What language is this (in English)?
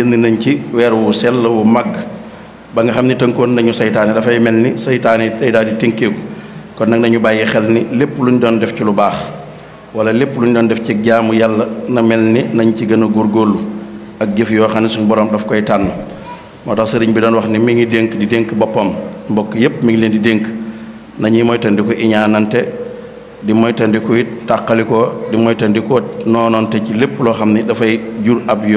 Wolof